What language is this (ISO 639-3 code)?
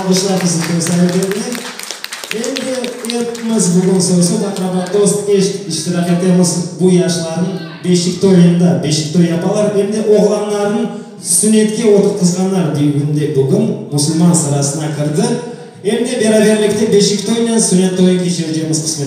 crh